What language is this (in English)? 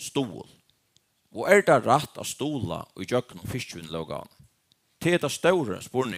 Faroese